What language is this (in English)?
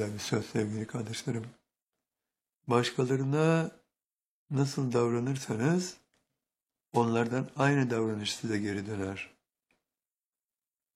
Turkish